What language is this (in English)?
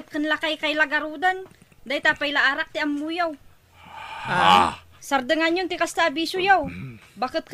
Iloko